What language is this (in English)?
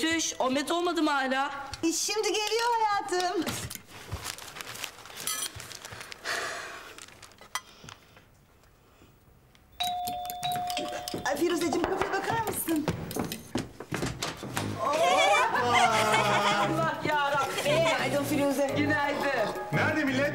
Turkish